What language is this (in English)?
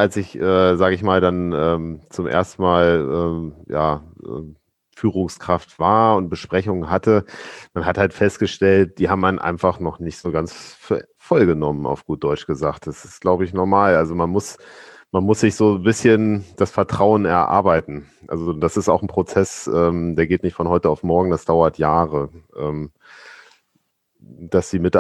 German